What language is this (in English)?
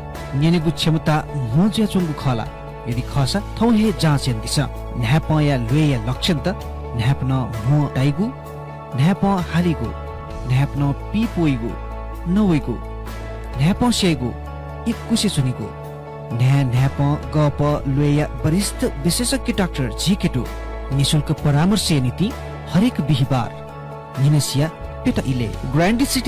Newari